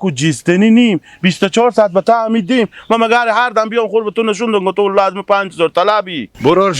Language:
Hazaragi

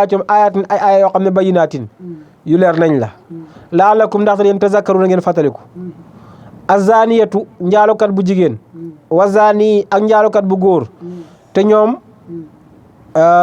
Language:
Wolof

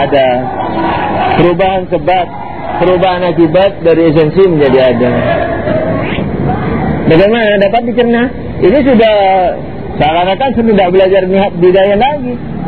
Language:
Indonesian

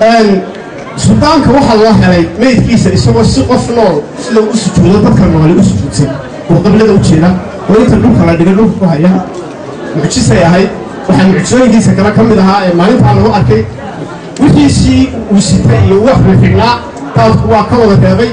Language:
Somali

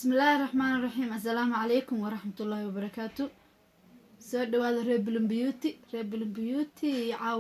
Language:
Somali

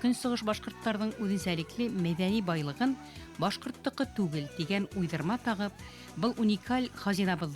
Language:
Bashkir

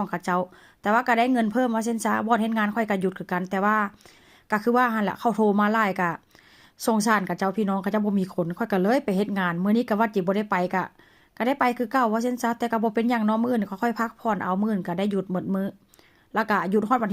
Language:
Northeastern Thai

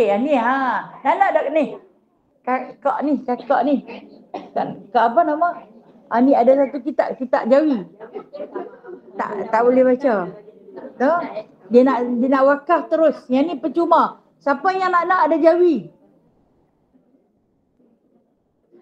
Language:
Malay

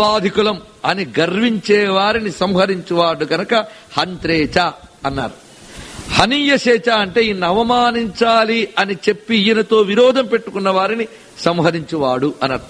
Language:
Telugu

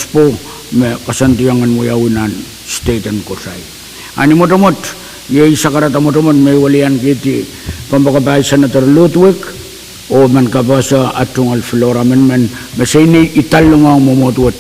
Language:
Pohnpeian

